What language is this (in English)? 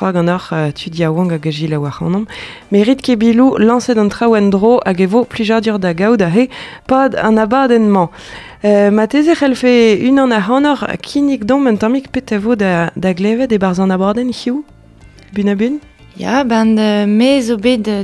Breton